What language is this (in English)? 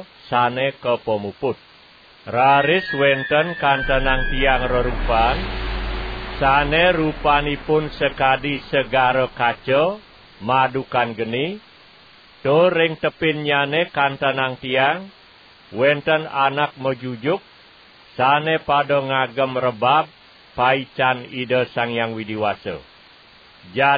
Balinese